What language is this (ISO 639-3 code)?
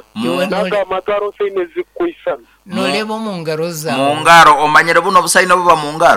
nyn